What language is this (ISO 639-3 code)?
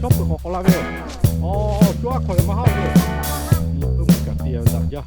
lhu